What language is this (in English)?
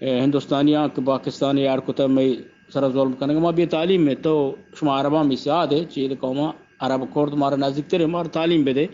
Eastern Balochi